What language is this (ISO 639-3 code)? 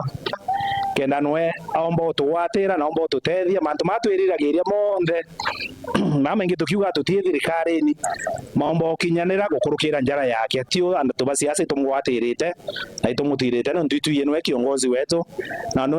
mer